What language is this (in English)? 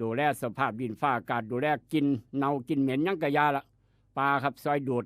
Northeastern Thai